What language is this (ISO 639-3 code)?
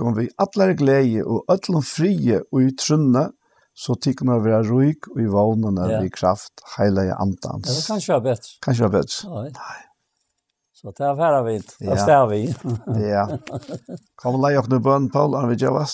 fao